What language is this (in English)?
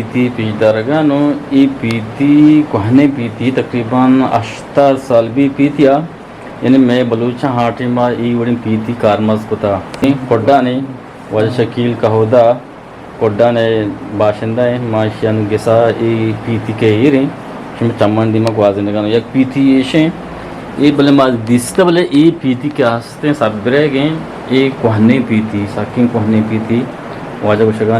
Eastern Balochi